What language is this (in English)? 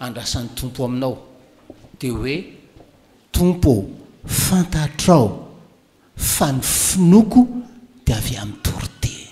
Malagasy